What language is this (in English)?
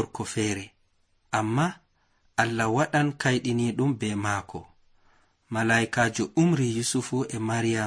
Nigerian Fulfulde